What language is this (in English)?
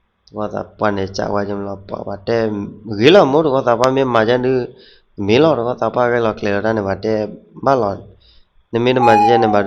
S'gaw Karen